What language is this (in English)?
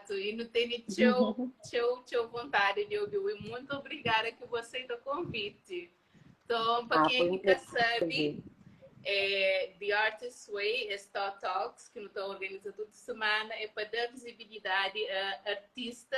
Kabuverdianu